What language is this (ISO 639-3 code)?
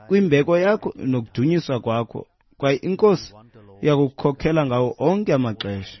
xho